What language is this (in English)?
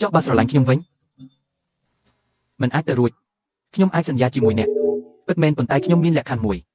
Khmer